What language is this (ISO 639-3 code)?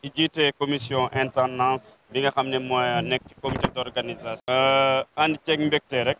wol